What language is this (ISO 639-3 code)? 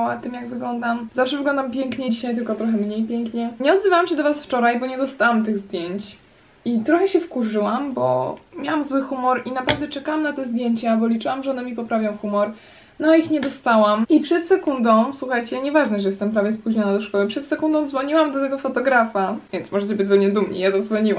pol